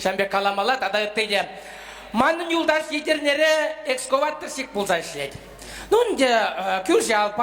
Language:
Chuvash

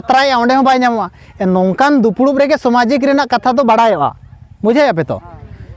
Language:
Santali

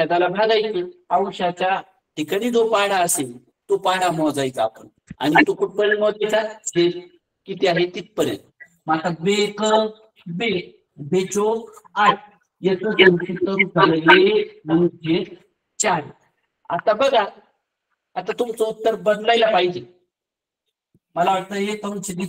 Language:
Marathi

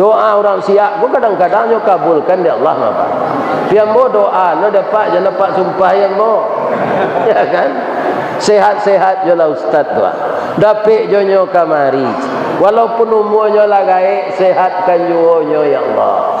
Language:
Minangkabau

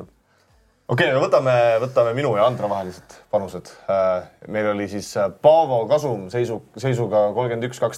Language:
Estonian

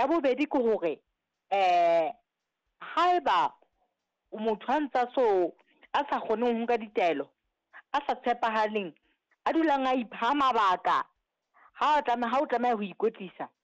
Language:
Southern Sotho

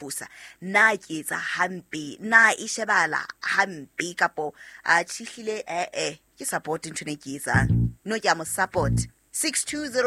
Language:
Southern Sotho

